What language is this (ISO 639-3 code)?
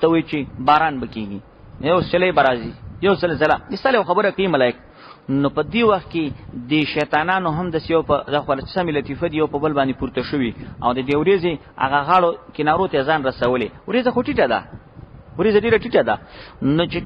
pus